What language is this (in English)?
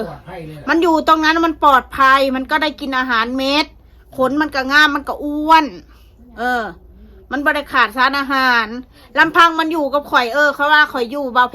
Northeastern Thai